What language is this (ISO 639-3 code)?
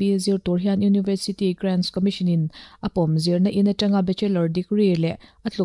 lus